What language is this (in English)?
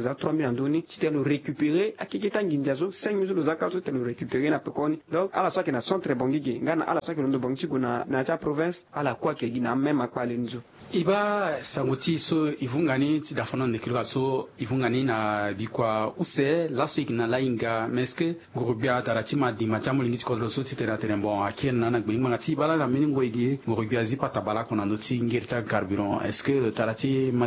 Sango